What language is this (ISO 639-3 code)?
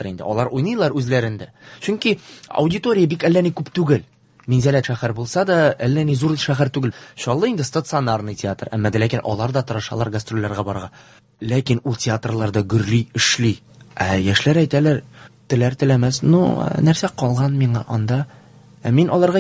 tat